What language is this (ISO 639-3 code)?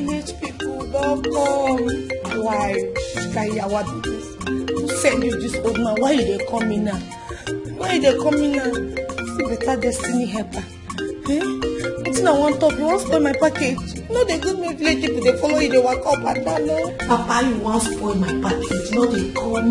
pcm